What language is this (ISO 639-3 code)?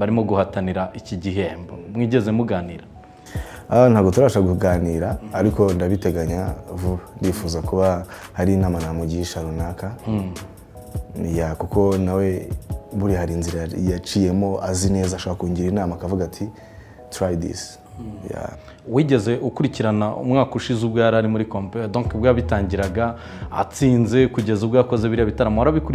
kin